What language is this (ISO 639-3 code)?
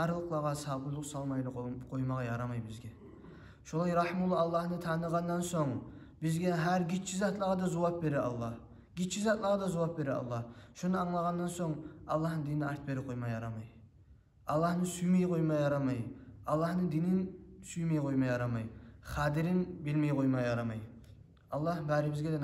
kum